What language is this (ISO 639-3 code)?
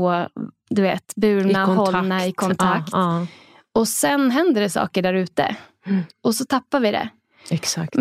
swe